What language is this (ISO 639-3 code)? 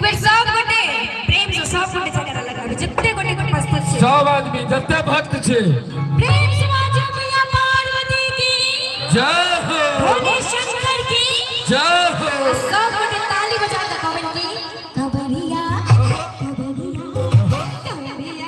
mai